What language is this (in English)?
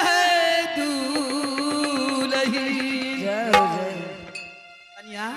Angika